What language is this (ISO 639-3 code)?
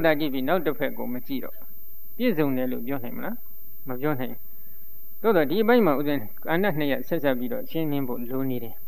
mya